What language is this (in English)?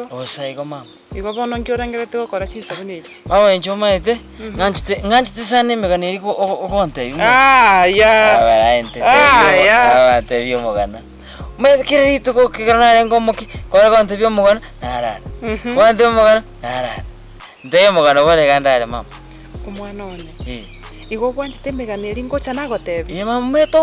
Gusii